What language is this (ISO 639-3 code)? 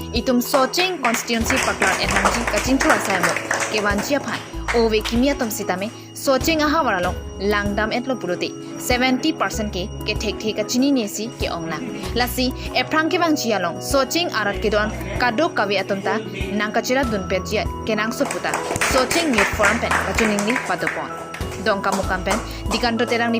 mjw